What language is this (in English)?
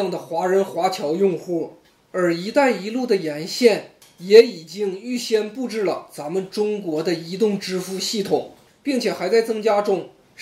Chinese